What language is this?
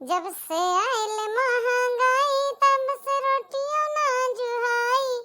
Awadhi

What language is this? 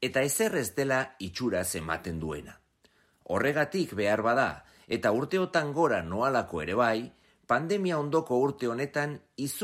Basque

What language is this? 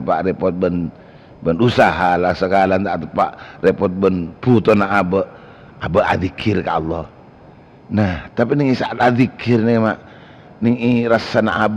Madurese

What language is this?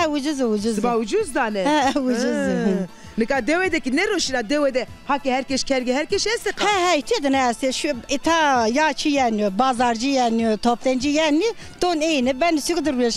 Zaza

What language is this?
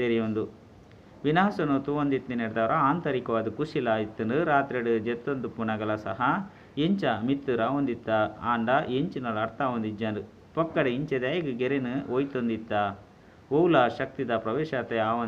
Tulu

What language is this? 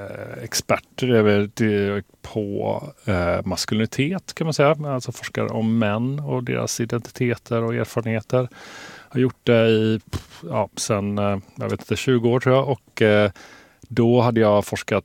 Swedish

